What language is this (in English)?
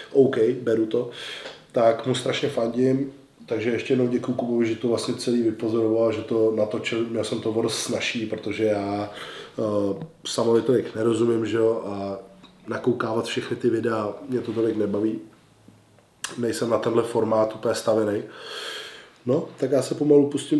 Czech